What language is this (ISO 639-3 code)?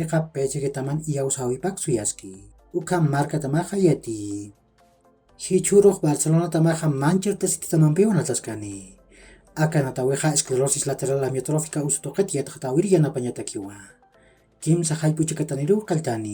aym